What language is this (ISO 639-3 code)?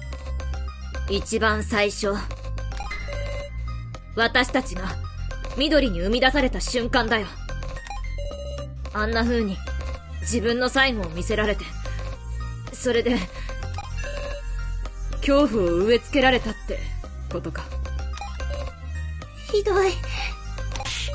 jpn